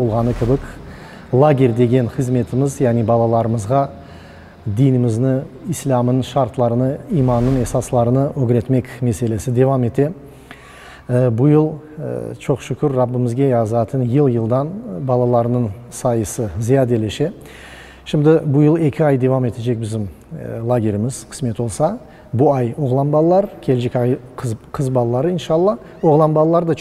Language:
Crimean Tatar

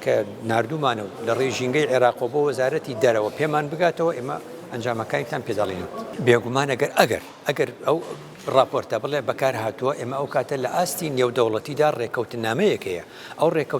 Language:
Central Kurdish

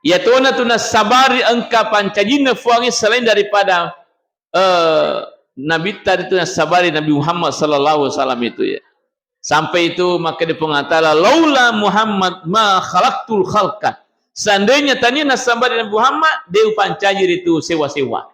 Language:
Buginese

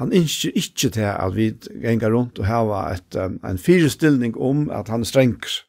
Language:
Faroese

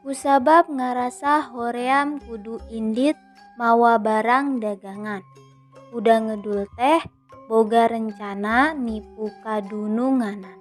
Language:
Sundanese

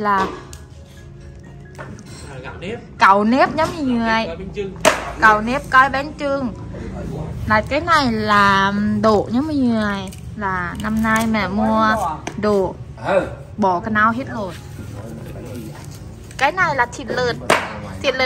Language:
Vietnamese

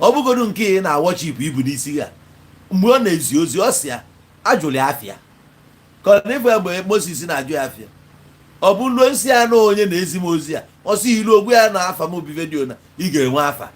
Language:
Igbo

